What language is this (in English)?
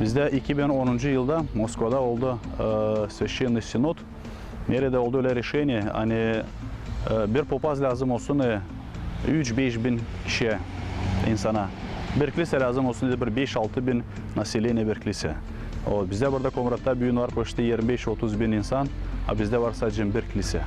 Gagauz